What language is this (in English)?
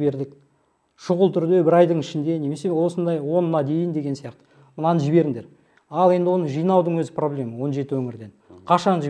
Kazakh